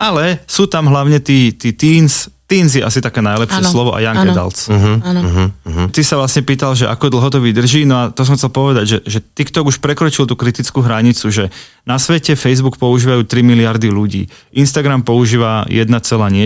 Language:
Slovak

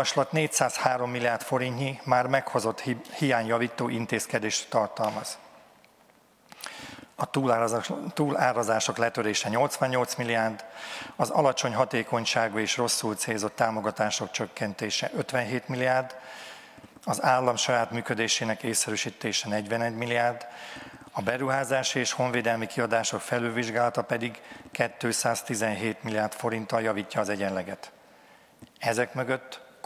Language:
Hungarian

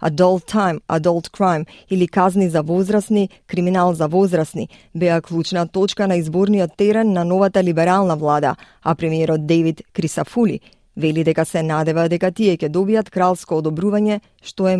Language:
Macedonian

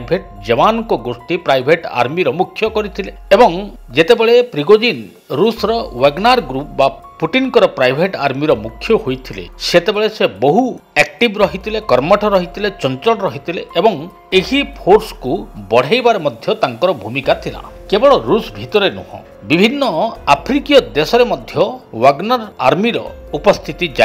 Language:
Odia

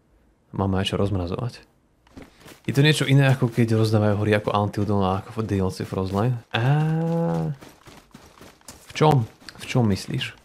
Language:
Slovak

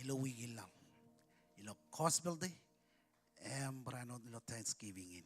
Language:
Marshallese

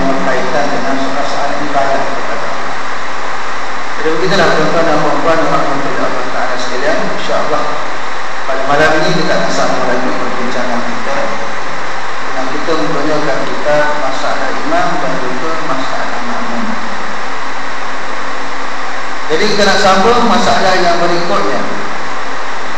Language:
Malay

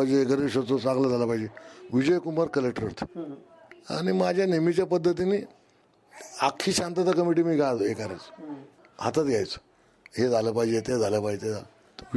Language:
Marathi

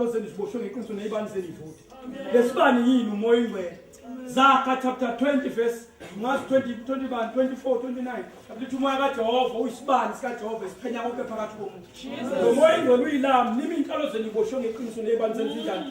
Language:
Zulu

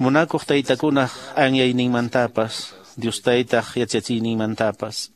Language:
Quechua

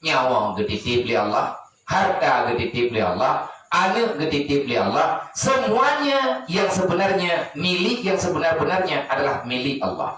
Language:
Achinese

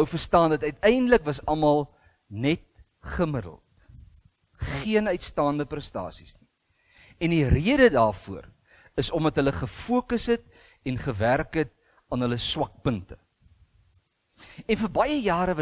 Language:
Afrikaans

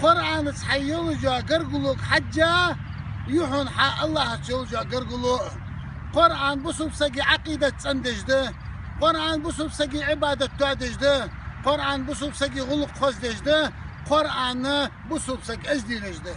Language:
Chechen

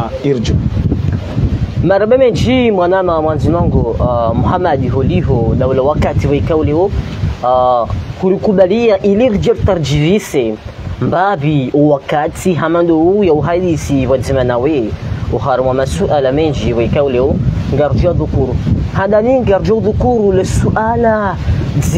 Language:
Swahili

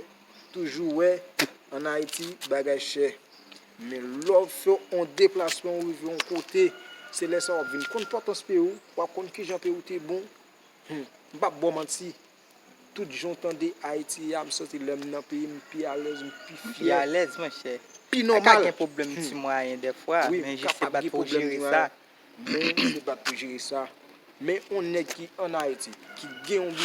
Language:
Haitian Creole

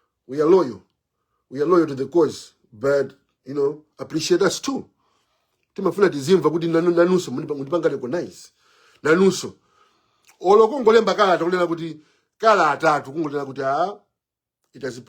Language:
Nyanja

